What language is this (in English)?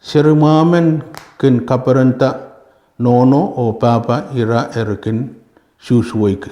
Pohnpeian